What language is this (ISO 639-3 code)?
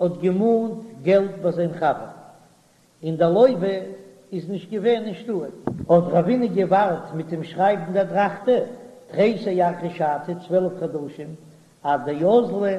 yid